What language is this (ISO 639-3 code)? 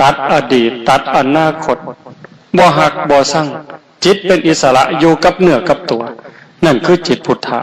tts